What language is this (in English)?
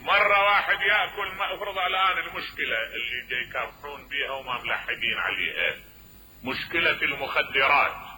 Mesopotamian Arabic